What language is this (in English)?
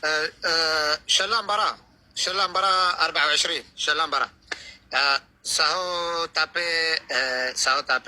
Tigrinya